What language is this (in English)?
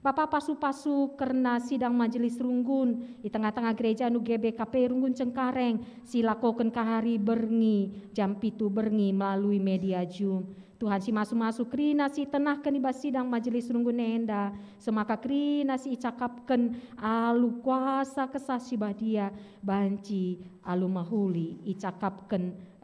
Batak Karo